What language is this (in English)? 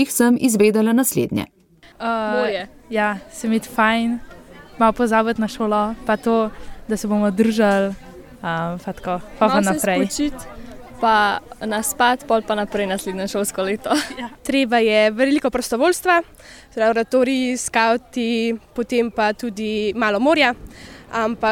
Slovenian